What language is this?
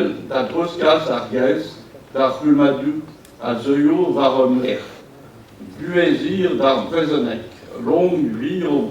Breton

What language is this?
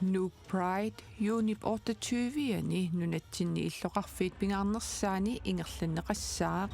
Kalaallisut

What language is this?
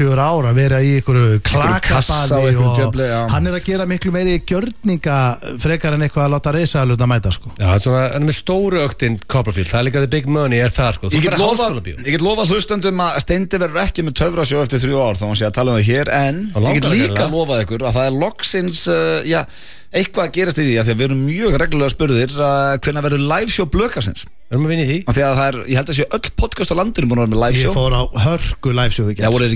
Icelandic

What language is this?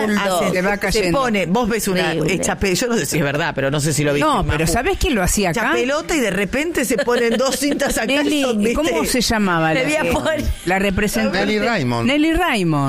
Spanish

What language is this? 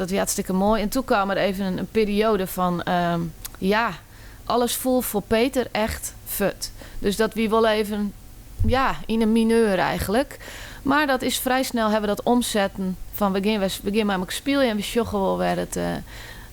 Western Frisian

